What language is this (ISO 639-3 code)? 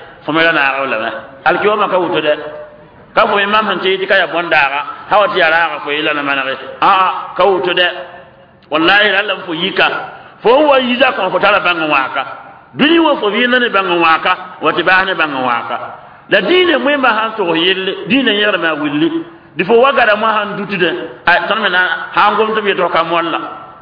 mos